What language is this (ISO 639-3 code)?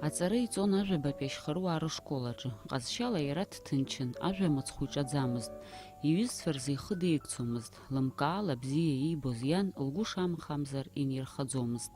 abk